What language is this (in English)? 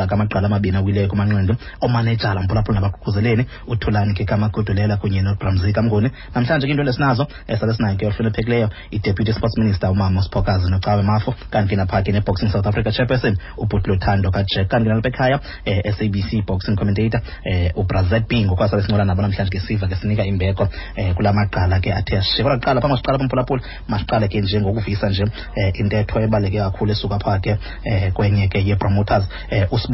Xhosa